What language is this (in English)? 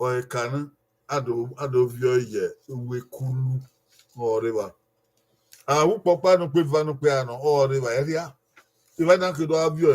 Bini